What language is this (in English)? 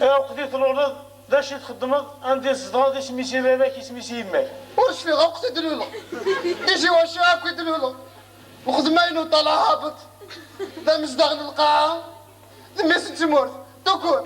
Kabyle